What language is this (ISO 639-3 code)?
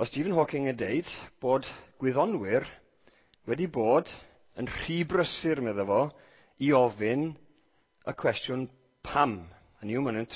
cym